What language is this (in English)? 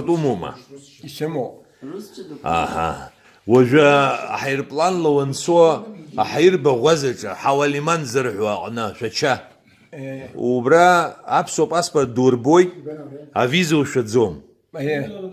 Abkhazian